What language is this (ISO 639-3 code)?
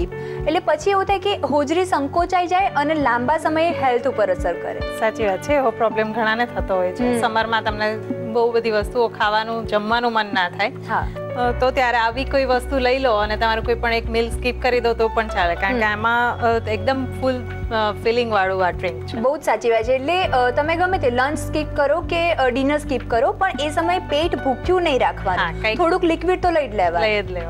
guj